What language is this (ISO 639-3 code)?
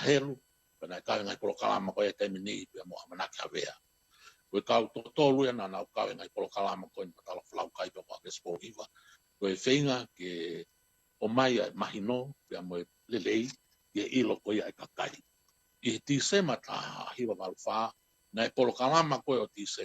ton